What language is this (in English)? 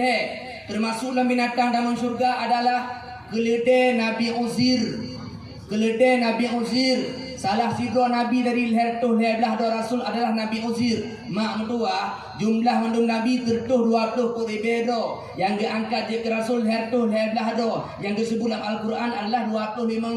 Achinese